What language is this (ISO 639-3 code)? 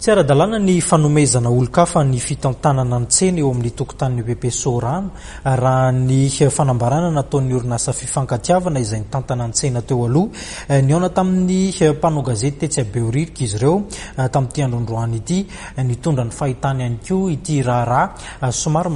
mlg